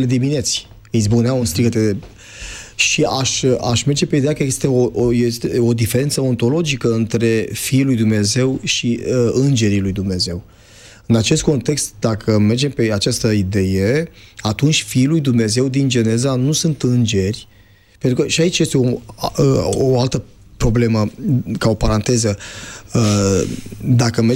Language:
Romanian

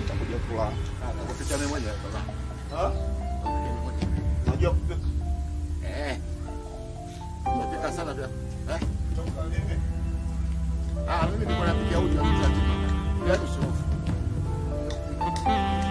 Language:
Swahili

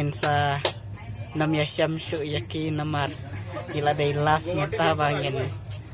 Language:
Khasi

